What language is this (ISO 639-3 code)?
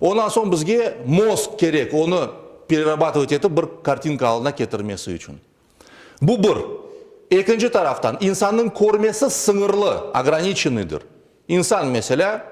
crh